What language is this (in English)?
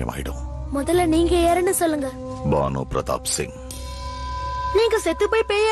Tamil